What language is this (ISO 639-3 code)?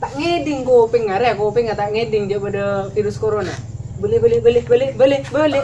mad